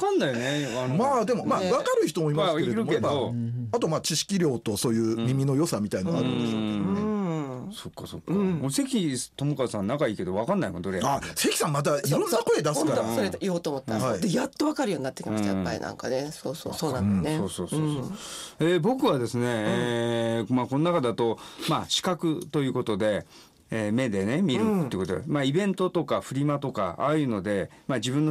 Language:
Japanese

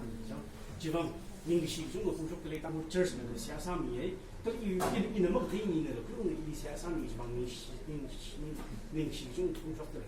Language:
Tangkhul Naga (India)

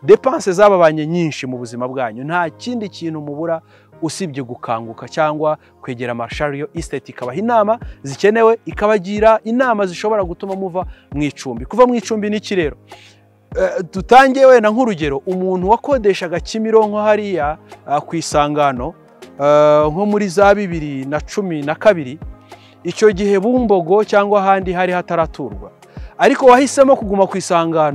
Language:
Kinyarwanda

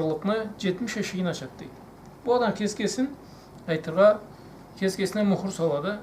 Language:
Karachay-Balkar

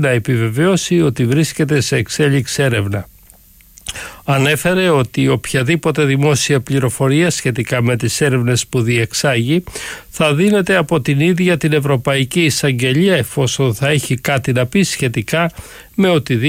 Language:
Greek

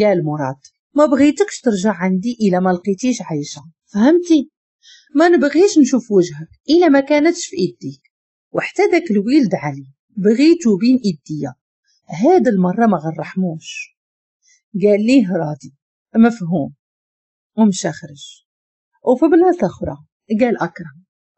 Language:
Moroccan Arabic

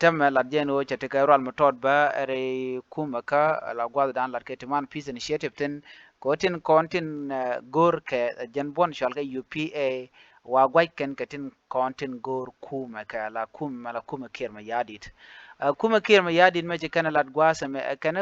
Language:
Nuer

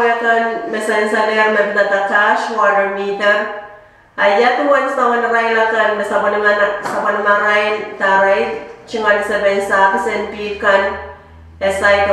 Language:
Pohnpeian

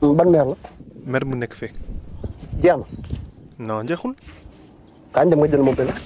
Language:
Wolof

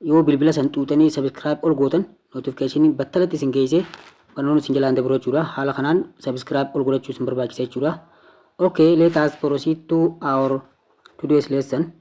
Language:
Oromo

